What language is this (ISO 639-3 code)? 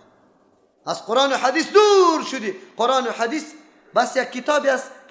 fas